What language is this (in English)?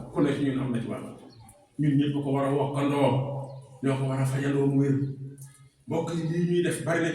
Wolof